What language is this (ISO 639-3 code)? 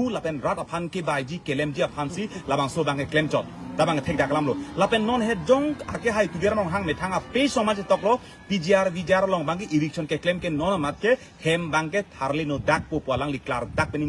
mjw